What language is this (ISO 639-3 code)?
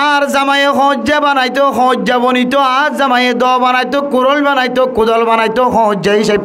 rhg